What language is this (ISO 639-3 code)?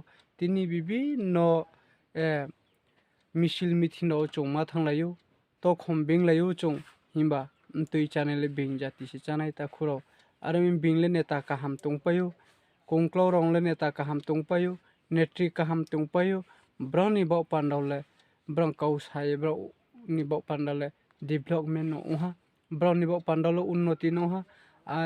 ria